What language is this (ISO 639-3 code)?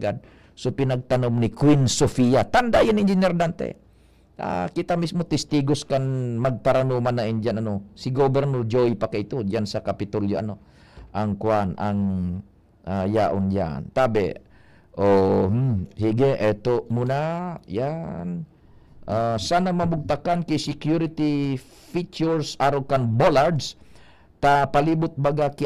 bik